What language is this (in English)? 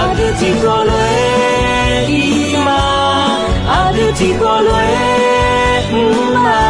Akha